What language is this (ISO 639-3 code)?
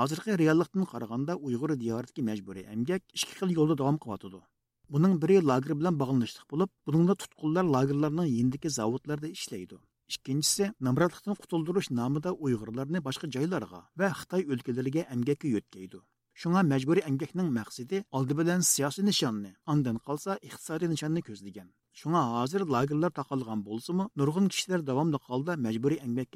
uig